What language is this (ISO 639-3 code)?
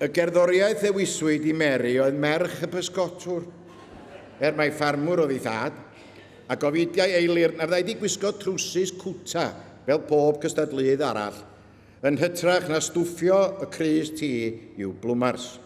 cym